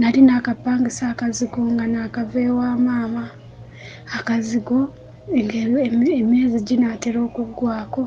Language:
Ganda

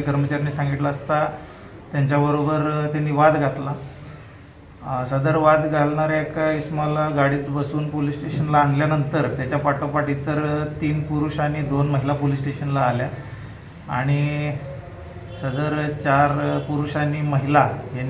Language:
Marathi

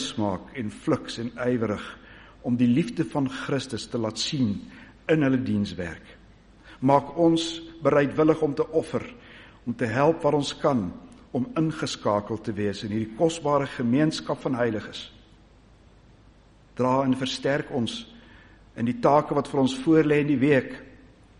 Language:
Afrikaans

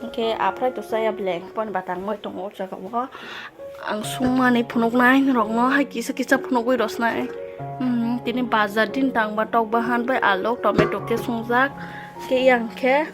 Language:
Kok Borok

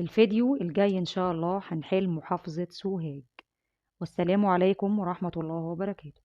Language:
Egyptian Arabic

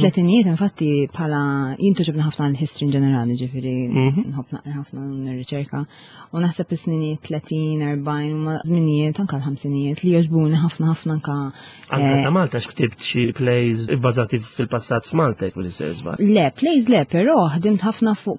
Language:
Maltese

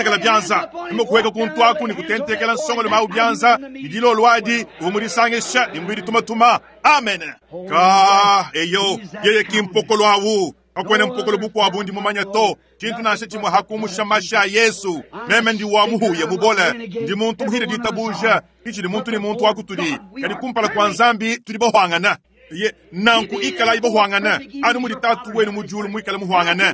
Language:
Luba-Lulua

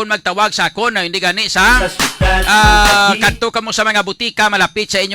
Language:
Hiligaynon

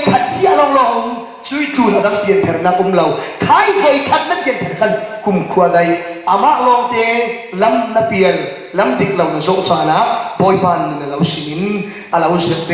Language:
Falam Chin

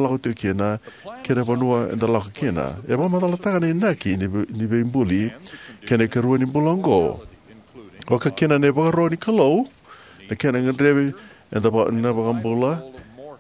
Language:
Fijian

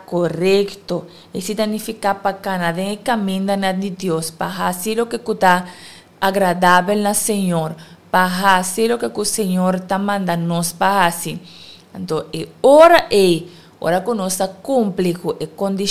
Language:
Papiamento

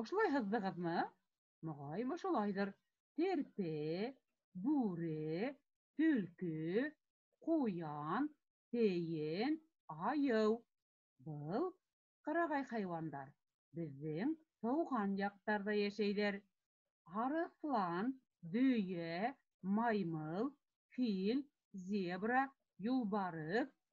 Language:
Bashkir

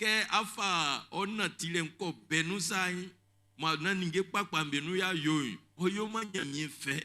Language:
Baoulé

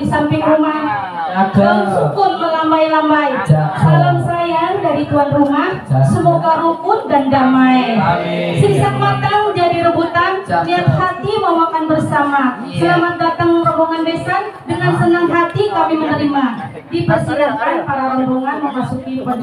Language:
Betawi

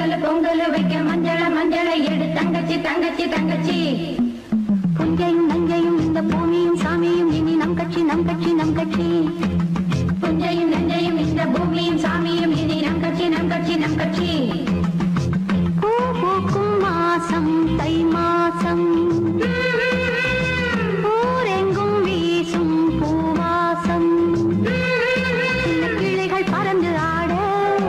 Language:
Tamil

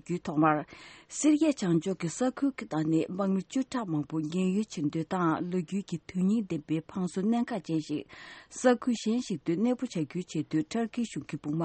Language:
Tibetan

